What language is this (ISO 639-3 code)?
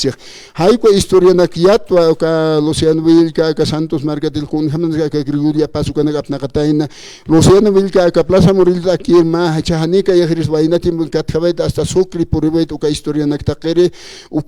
aym